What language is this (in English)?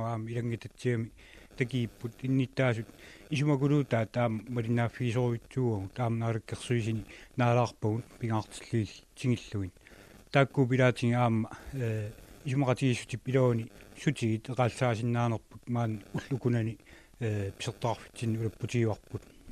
Kalaallisut